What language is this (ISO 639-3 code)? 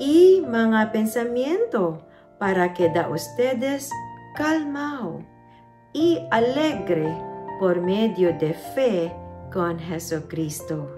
cbk